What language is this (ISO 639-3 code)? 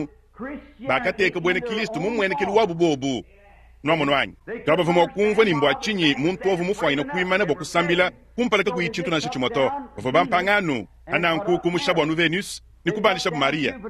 lua